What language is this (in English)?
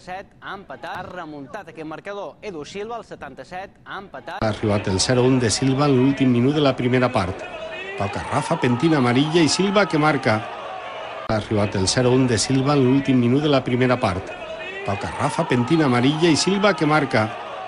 Catalan